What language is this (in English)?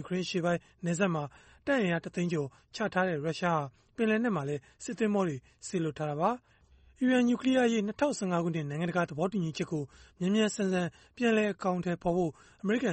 Burmese